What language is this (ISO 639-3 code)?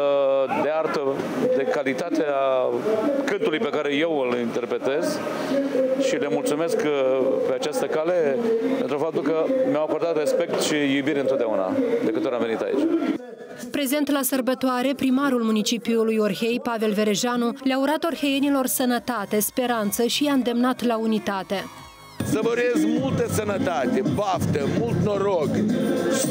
ron